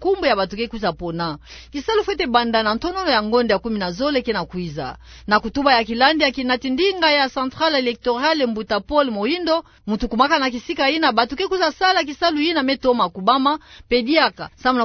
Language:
Kituba (Democratic Republic of Congo)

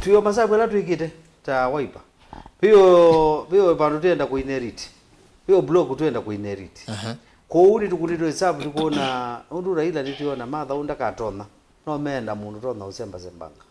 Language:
Kamba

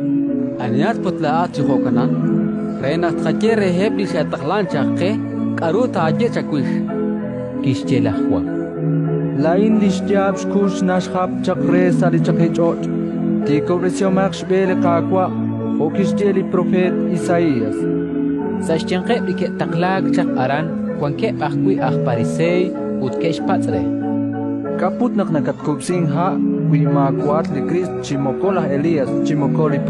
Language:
Kekchí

